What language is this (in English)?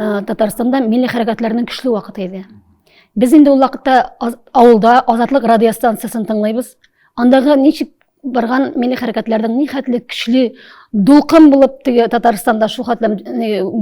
Tatar